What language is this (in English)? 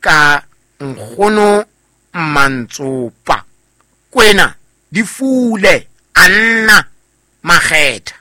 Southern Sotho